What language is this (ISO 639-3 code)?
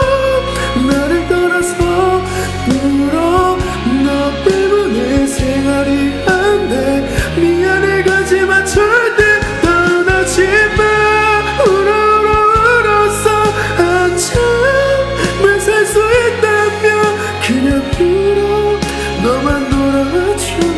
kor